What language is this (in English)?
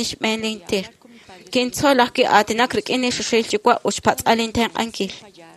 Kekchí